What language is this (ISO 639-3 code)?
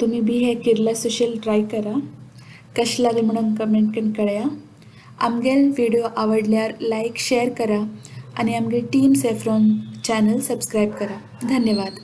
kok